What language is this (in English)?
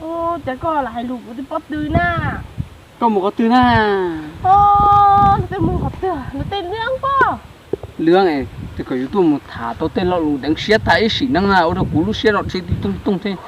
Hmong